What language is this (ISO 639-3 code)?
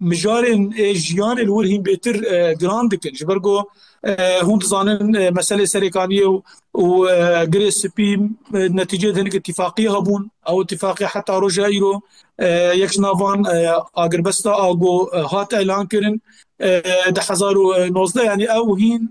kur